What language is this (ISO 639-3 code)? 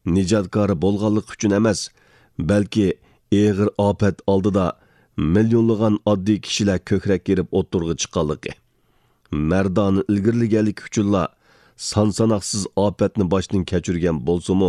uig